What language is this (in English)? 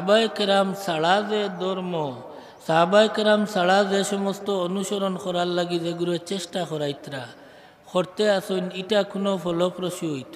Sylheti